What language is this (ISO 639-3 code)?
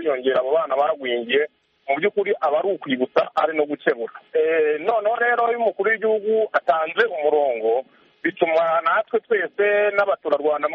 kin